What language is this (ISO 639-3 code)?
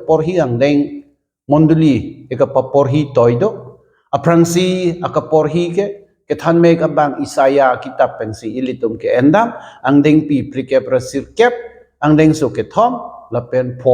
mjw